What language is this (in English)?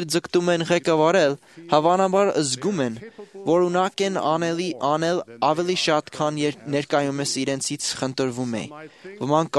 Armenian